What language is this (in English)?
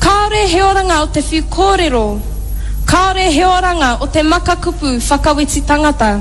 Māori